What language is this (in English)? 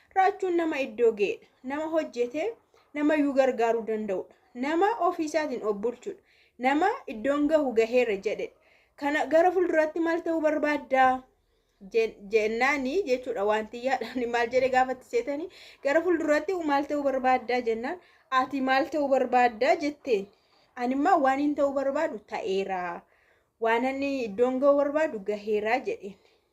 Oromo